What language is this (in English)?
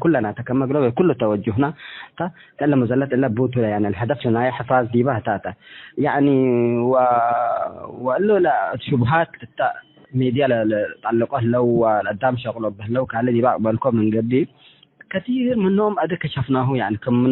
Tigre